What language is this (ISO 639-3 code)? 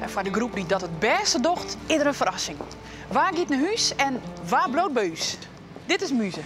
fry